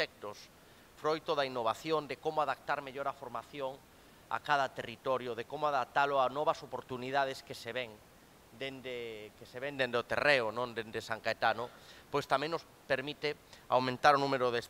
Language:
Galician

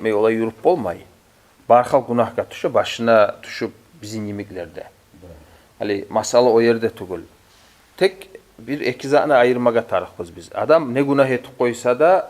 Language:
Kumyk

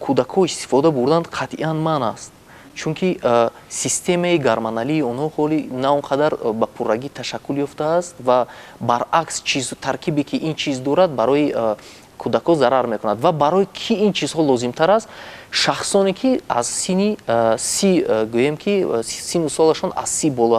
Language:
Tajik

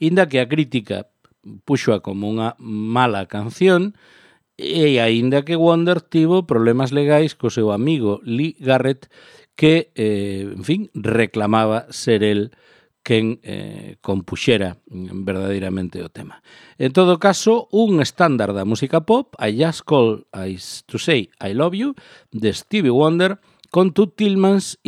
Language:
Galician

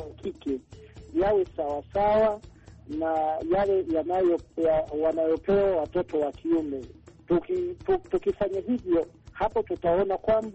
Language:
Swahili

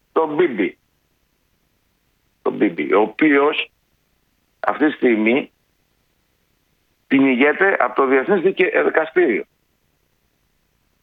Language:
Greek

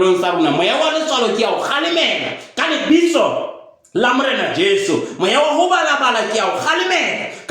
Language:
Southern Sotho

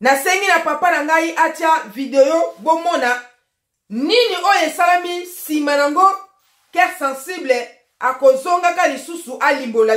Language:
Lingala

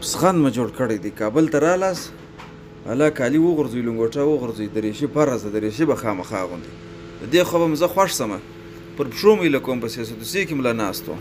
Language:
Pashto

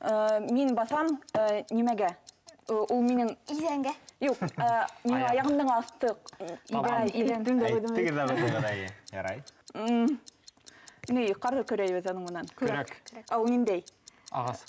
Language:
Bashkir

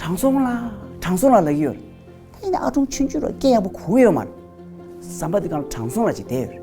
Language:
Tibetan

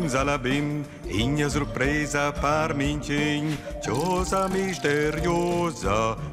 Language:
Romansh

